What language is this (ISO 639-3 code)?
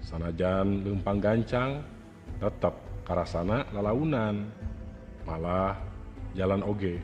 sun